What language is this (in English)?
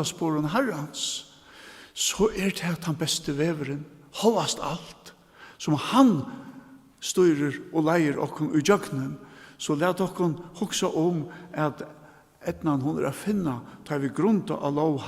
Faroese